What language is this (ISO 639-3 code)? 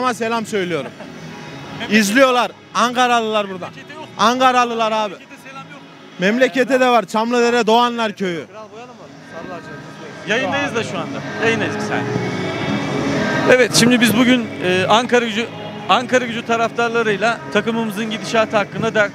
tur